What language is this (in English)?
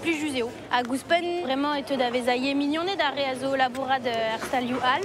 Breton